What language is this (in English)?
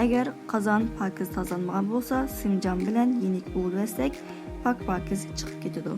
Uyghur